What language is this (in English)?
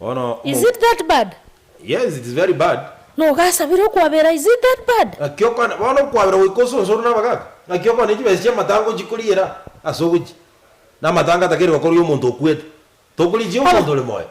Gusii